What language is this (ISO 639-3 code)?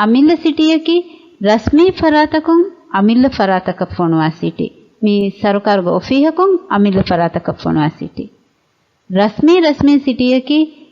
div